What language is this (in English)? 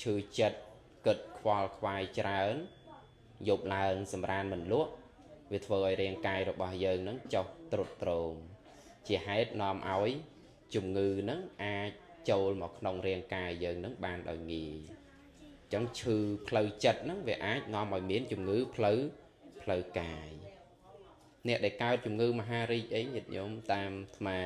Khmer